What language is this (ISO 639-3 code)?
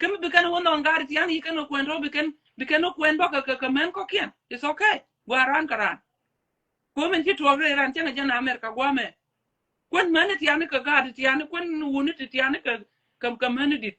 nus